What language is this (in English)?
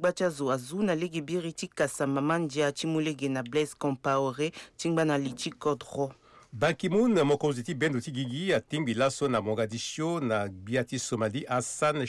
Sango